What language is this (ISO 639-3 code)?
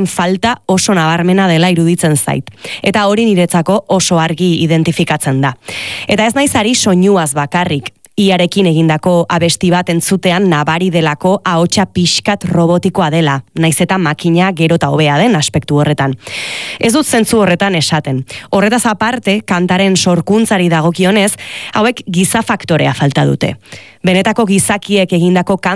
eus